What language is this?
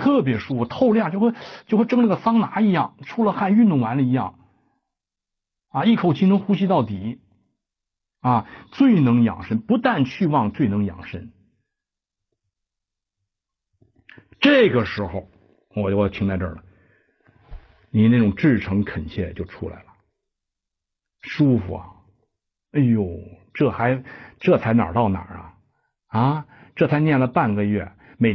Chinese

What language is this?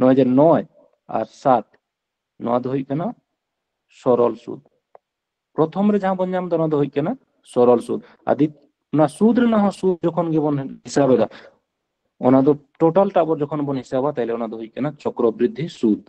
Santali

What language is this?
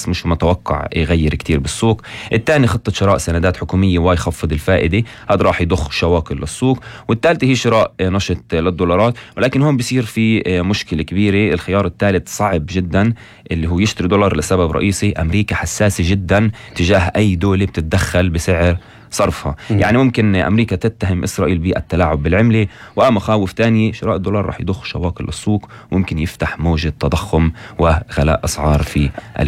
North Levantine Arabic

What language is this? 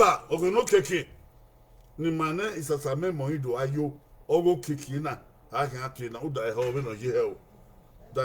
Bini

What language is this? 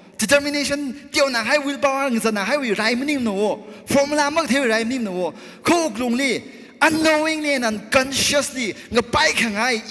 Tangkhul Naga (India)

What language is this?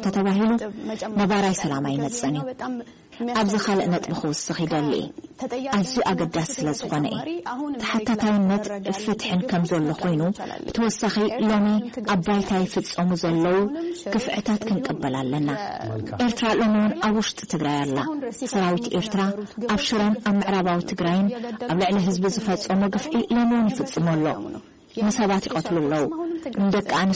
Tigrinya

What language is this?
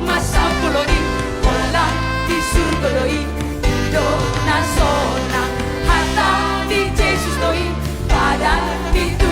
Batak Toba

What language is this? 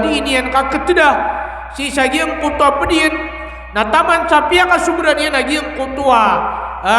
Maranao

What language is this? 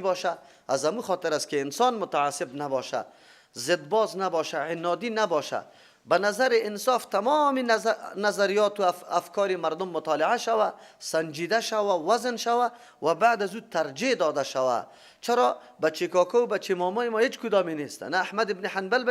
Persian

